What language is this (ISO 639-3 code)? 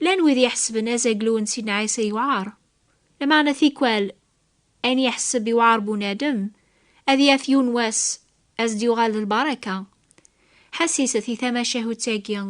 kab